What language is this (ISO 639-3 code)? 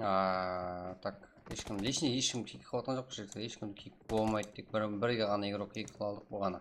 kaa